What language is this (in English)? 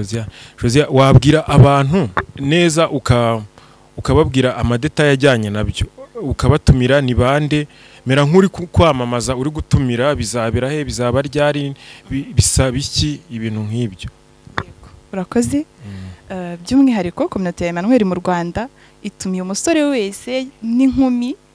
Kinyarwanda